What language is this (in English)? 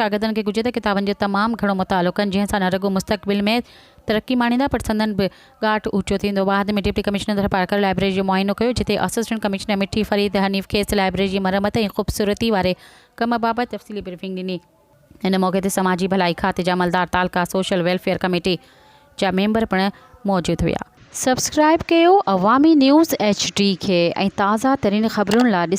Sindhi